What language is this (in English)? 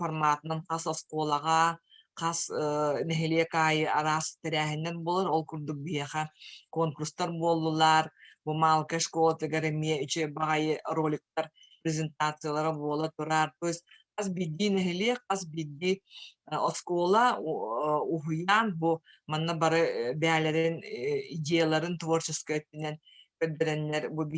Yakut